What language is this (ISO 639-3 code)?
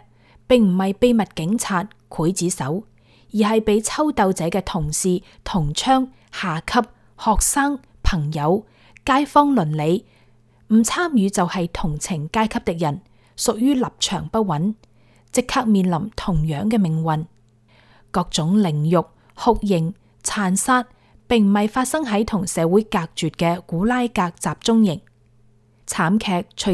yue